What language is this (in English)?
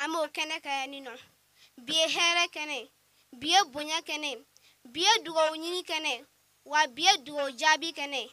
Bambara